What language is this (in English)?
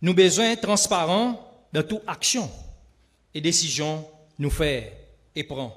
Seselwa Creole French